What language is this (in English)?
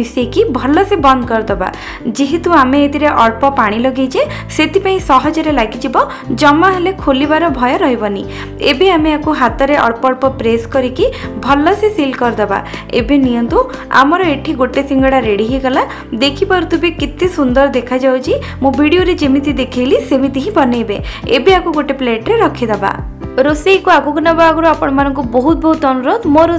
Odia